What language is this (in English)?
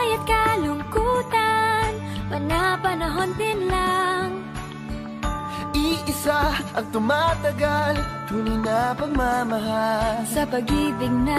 Filipino